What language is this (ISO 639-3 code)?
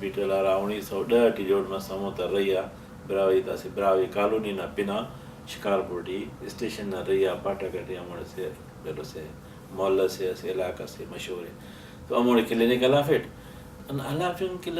brh